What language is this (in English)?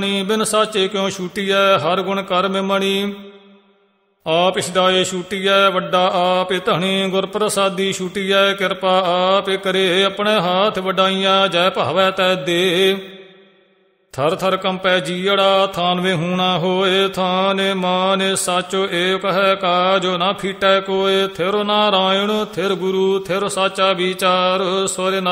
Punjabi